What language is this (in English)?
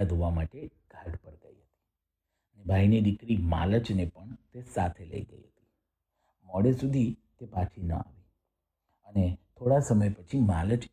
Gujarati